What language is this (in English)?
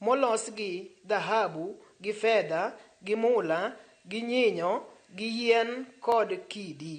Luo (Kenya and Tanzania)